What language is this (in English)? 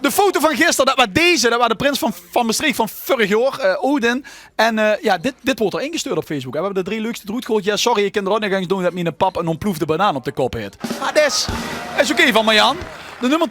Limburgish